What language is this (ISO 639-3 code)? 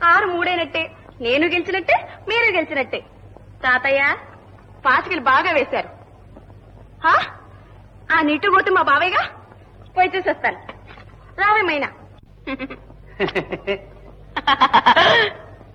tel